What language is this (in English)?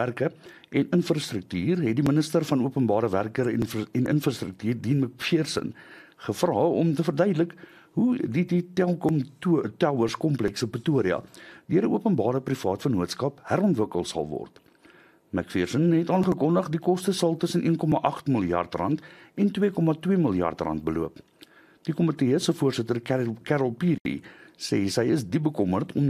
Afrikaans